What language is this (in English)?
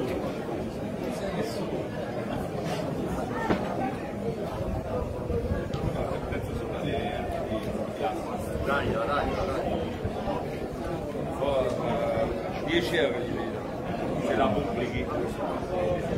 Italian